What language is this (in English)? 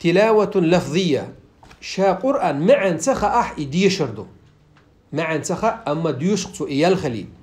Chechen